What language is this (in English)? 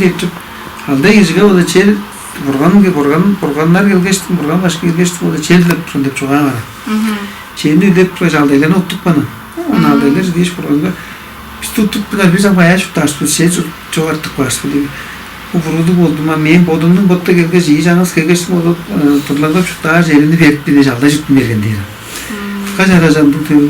Tuvinian